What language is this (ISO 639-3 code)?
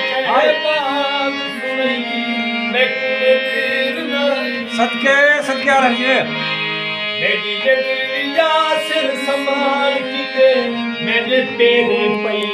skr